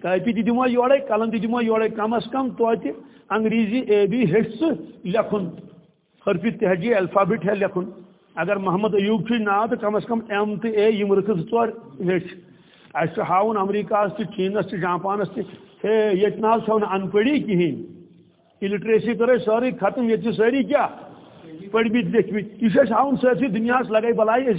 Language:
Kashmiri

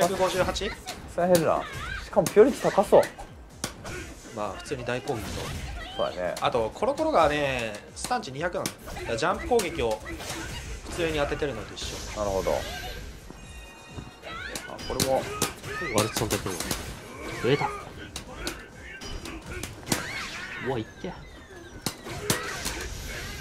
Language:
Japanese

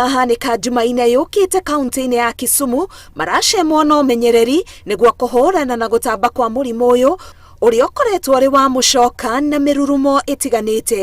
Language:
Kikuyu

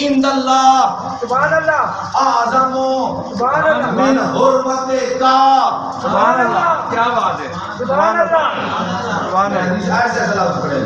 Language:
Saraiki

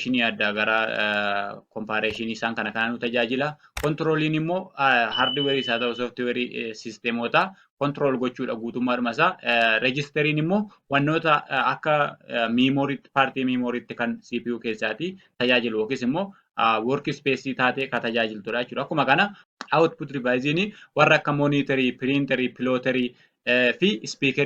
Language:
Oromo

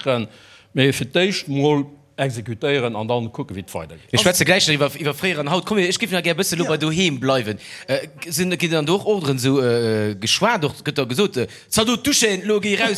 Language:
Luxembourgish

